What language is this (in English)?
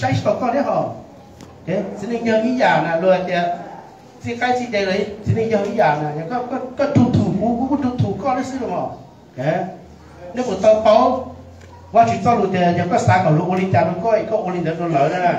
Hmong